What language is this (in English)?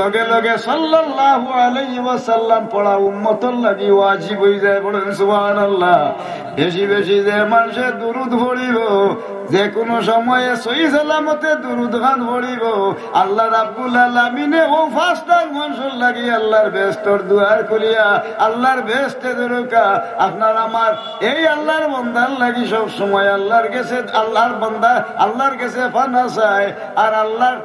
Sylheti